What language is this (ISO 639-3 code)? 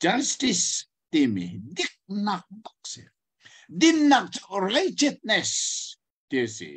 cnh